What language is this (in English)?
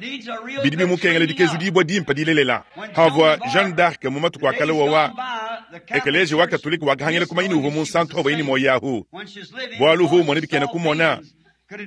Luba-Lulua